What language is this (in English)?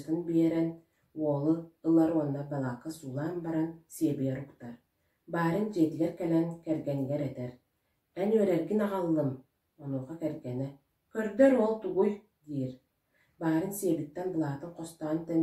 Yakut